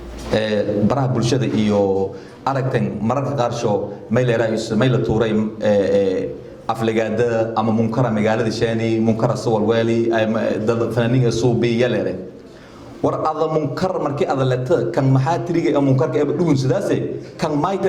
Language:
Somali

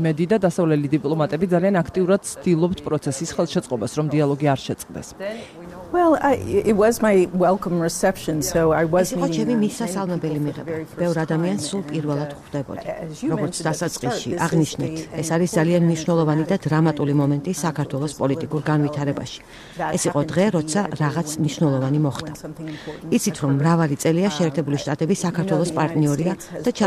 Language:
Georgian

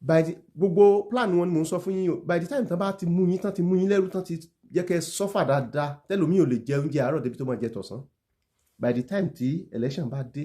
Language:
Yoruba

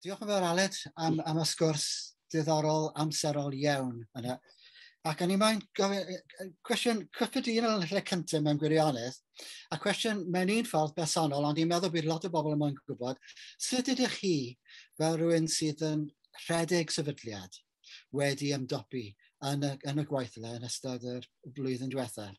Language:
Welsh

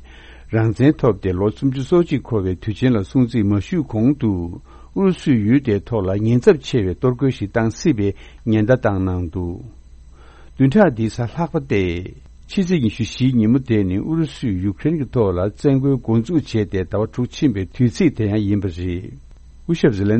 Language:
Tibetan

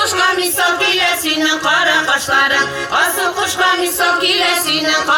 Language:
Tatar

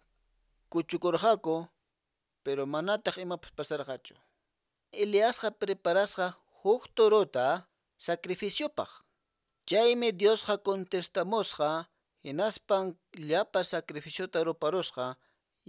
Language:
Quechua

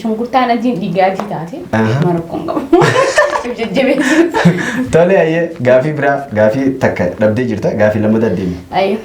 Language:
Oromo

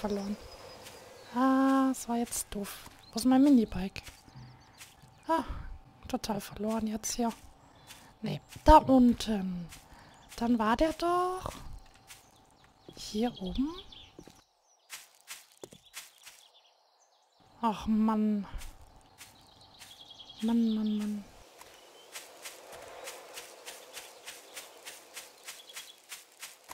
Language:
German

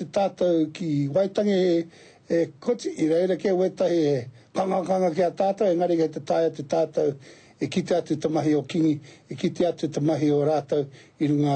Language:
Māori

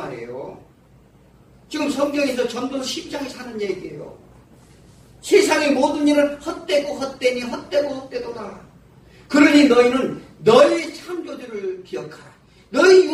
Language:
Korean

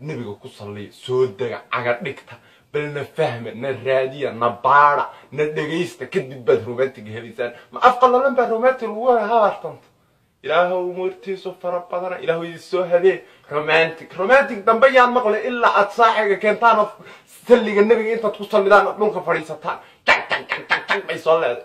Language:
Somali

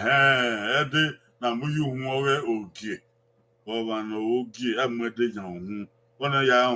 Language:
Bini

